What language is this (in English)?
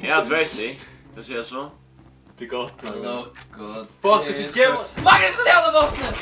Faroese